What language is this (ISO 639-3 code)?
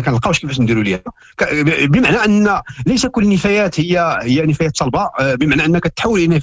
ary